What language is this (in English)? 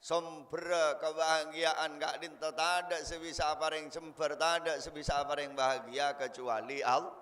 Madurese